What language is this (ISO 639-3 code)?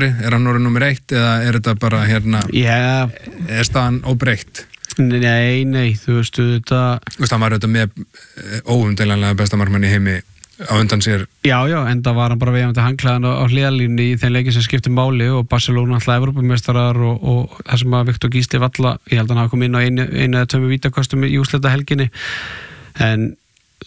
isl